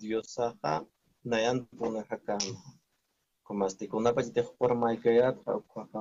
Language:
Aymara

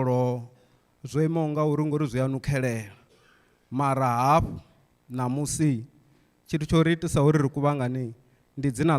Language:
Venda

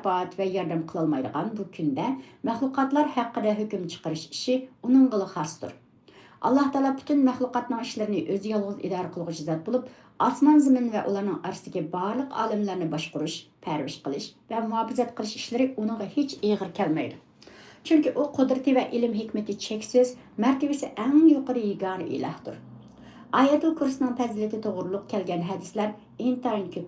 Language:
Uyghur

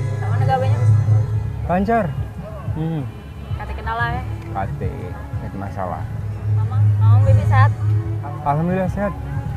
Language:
Musi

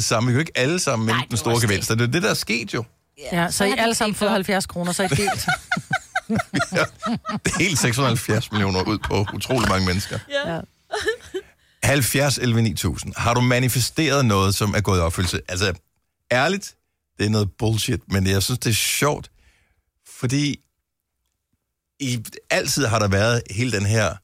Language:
Danish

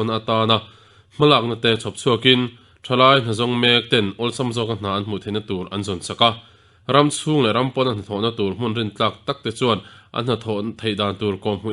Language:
Mizo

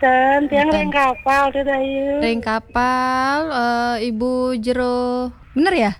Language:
Balinese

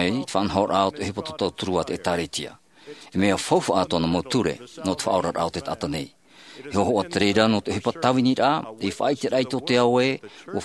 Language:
Tahitian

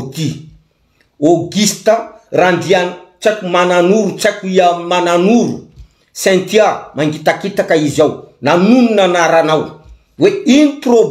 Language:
Malagasy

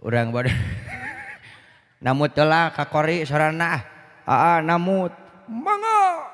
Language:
Sundanese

